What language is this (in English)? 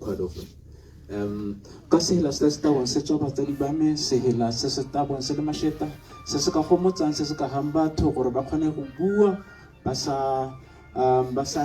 Tswana